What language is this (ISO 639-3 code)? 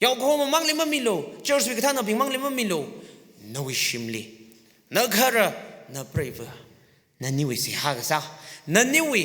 nmf